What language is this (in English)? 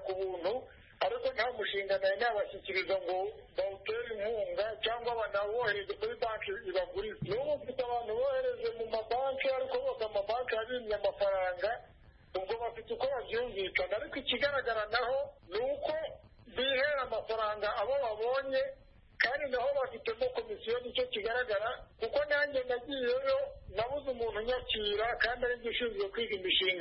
Kinyarwanda